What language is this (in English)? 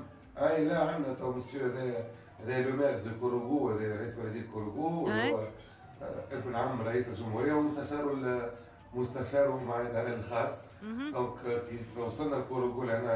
Tunisian Arabic